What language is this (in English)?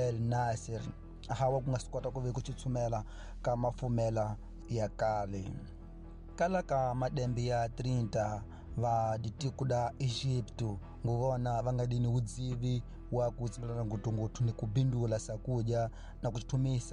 Tsonga